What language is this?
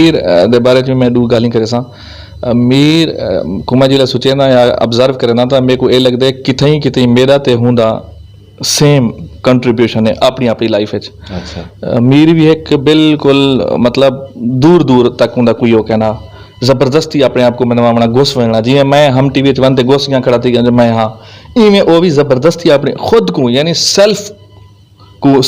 Saraiki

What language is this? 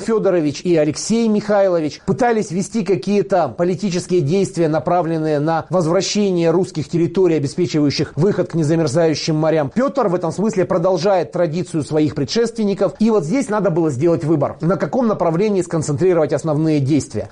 Russian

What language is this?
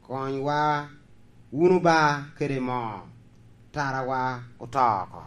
Lango (Uganda)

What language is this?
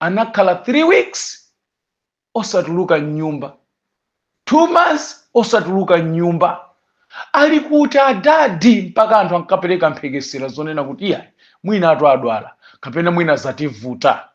Nyanja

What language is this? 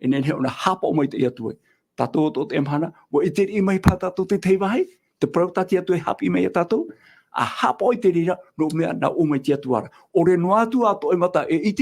Tahitian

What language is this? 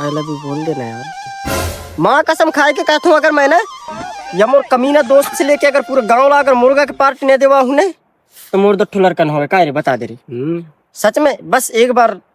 Chhattisgarhi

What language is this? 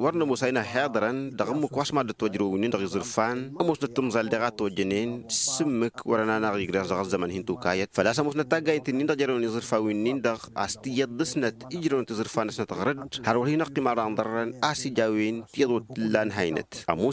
Tamasheq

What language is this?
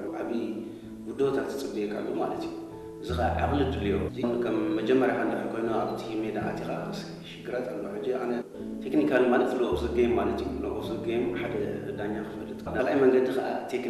Tigrinya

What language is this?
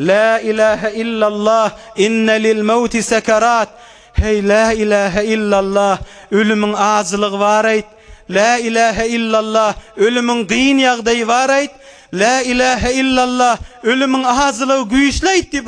Turkmen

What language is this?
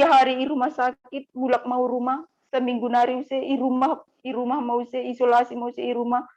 Batak Simalungun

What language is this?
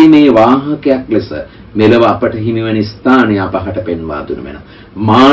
Sinhala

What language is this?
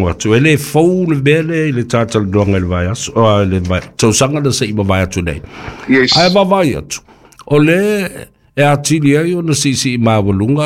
Samoan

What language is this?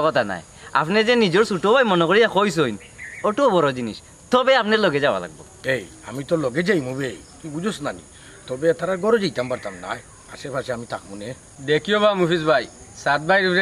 Sylheti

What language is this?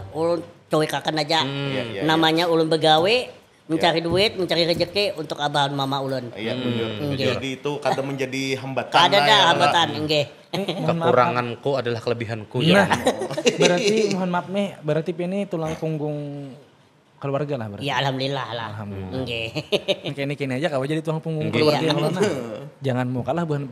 Banjar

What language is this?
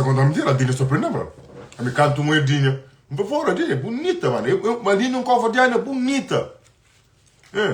Kabuverdianu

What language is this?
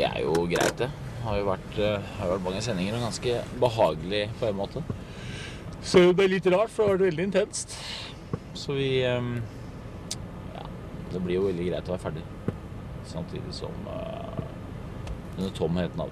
Norwegian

